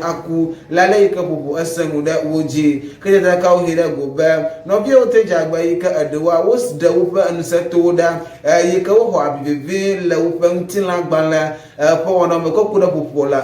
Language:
Ewe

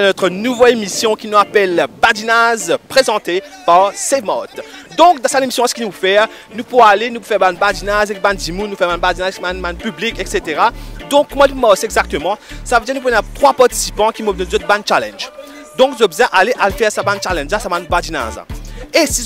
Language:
Morisyen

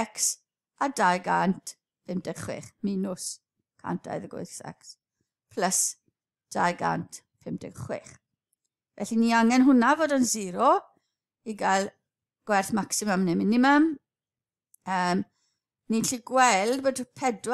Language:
Welsh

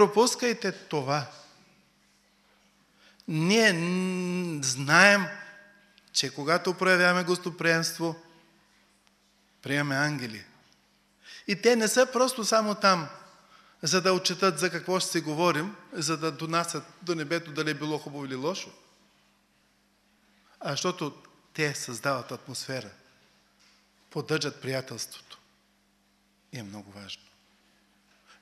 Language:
Bulgarian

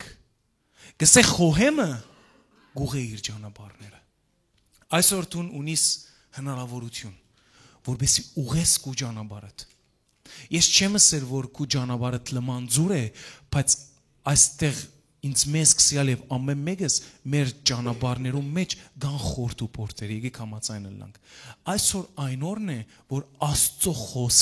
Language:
Western Armenian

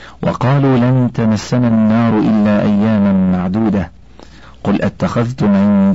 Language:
Arabic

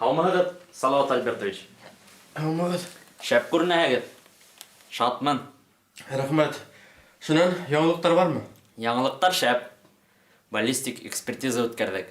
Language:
Bashkir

